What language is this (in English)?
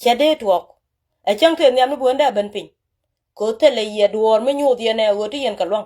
Nuer